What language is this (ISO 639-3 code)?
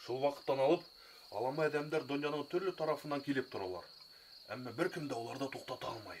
bak